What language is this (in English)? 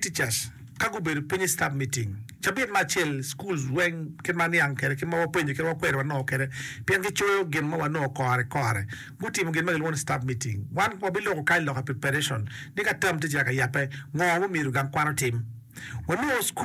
Acoli